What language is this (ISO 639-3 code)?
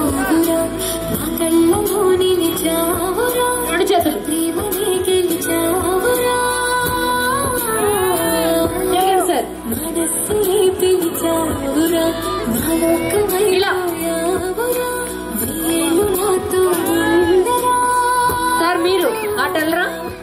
tel